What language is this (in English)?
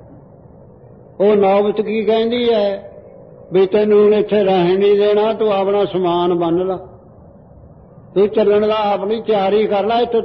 Punjabi